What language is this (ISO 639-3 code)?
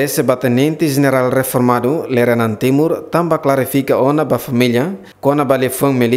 tet